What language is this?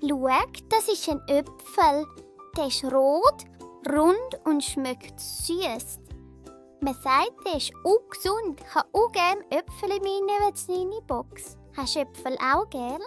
Swiss German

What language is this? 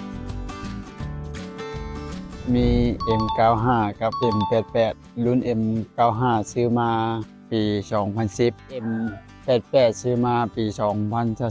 Lao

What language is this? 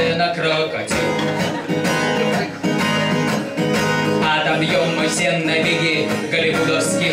Russian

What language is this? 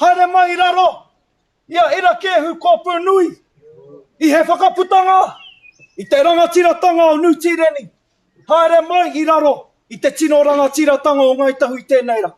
Māori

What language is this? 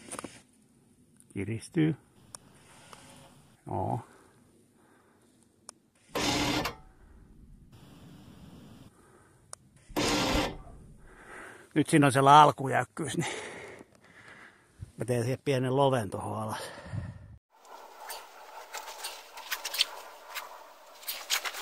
Finnish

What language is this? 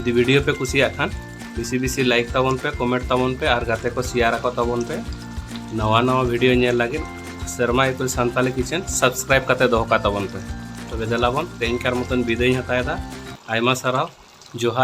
Santali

